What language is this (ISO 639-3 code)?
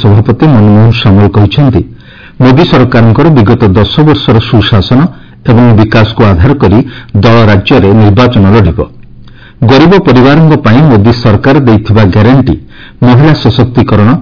ori